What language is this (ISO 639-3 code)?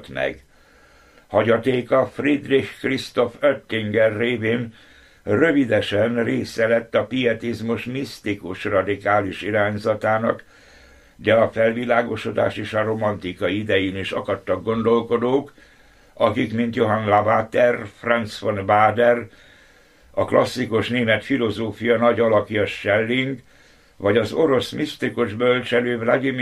hun